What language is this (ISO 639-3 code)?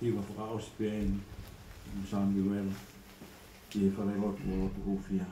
ton